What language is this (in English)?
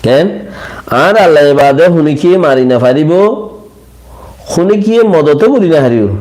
Rohingya